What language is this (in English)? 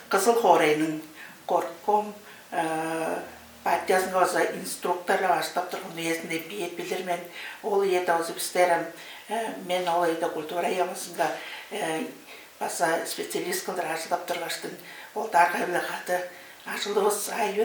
Tuvinian